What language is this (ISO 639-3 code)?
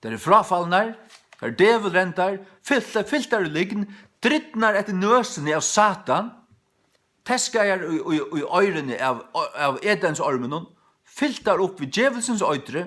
fao